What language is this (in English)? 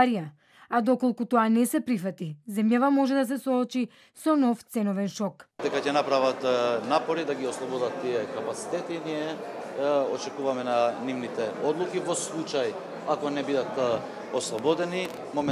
Macedonian